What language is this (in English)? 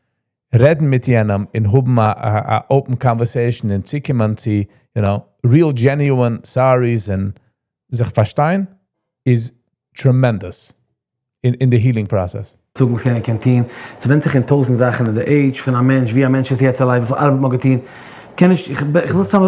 Yiddish